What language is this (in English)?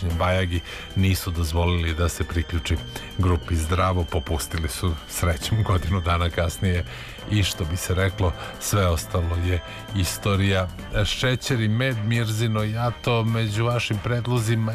Serbian